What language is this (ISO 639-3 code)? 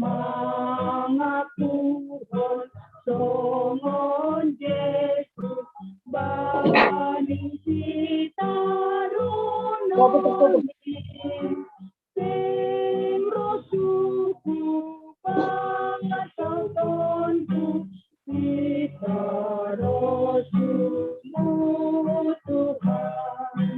bts